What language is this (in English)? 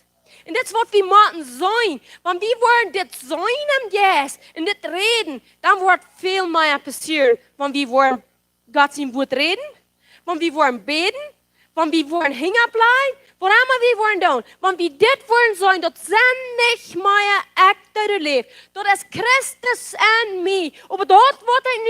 Plautdietsch